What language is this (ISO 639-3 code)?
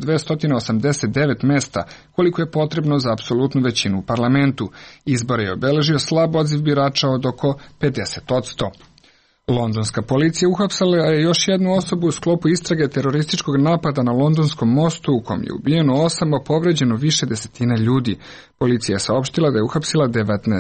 srp